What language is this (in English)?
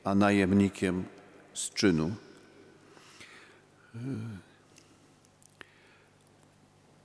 Polish